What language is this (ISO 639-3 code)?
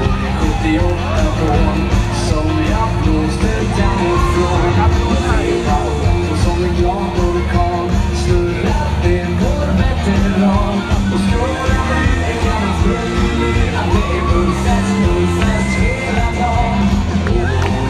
swe